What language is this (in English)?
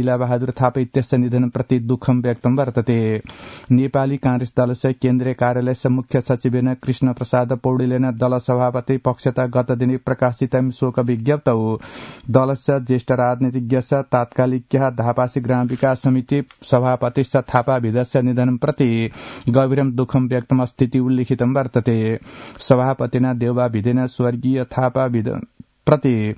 Sanskrit